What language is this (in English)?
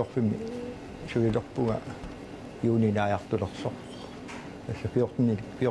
Kalaallisut